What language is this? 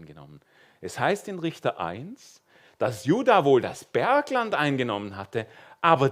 Swiss German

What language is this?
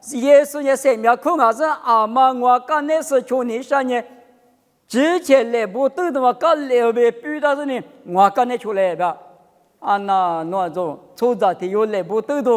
Lisu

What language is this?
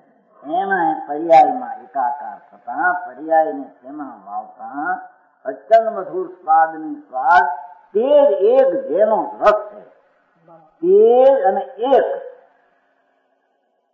Gujarati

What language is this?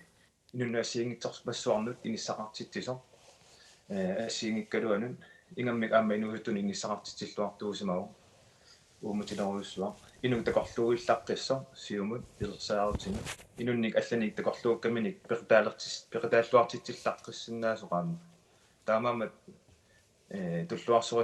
Kalaallisut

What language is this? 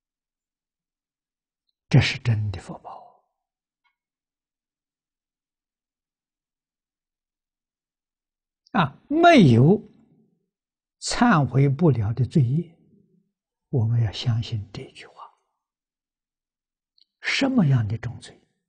Chinese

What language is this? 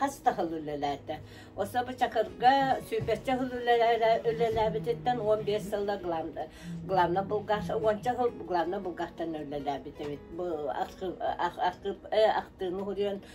Yakut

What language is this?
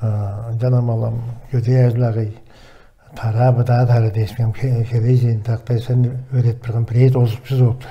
Tuvinian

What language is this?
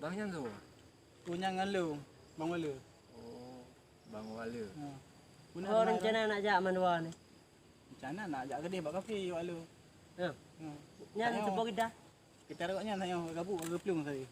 Achinese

